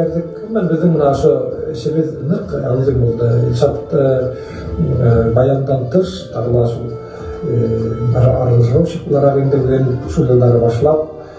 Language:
Bashkir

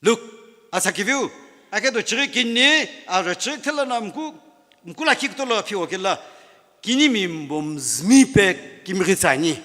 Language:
Sumi Naga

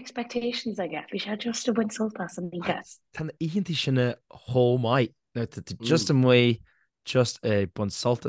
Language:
Irish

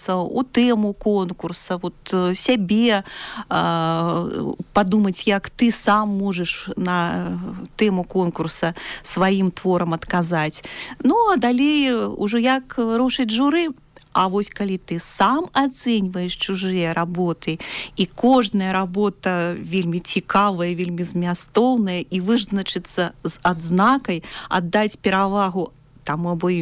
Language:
Belarusian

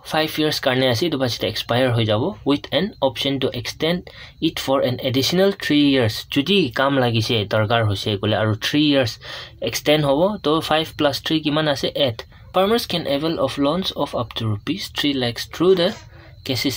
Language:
Naga Pidgin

